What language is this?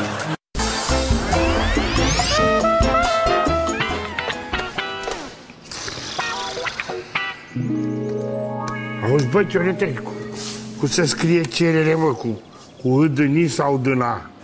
Romanian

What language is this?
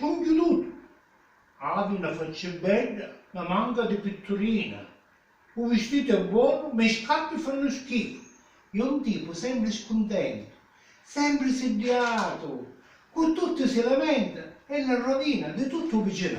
Sicilian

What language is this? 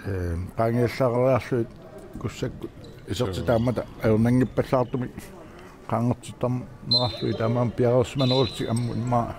Kalaallisut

